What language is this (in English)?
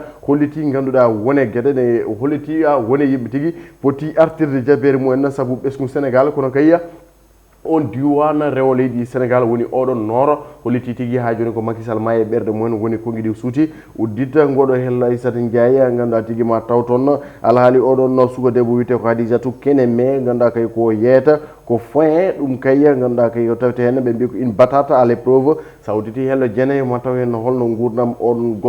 Fula